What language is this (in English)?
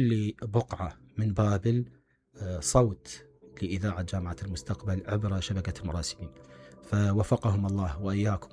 Mesopotamian Arabic